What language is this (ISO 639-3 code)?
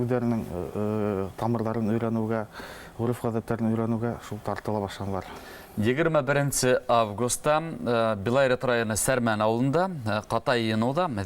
bak